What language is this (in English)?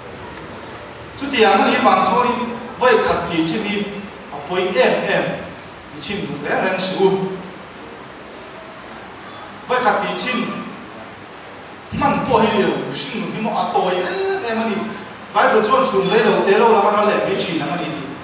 Mizo